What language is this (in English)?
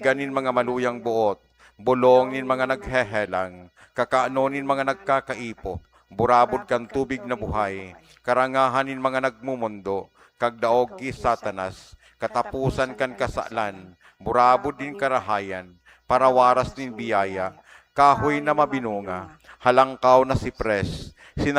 Bikol